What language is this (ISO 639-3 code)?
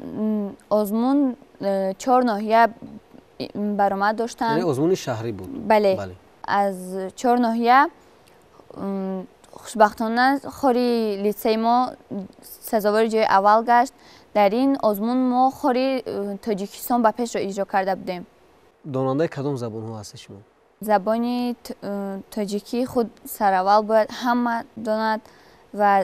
tgk